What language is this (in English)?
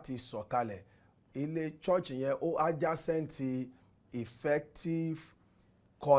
Yoruba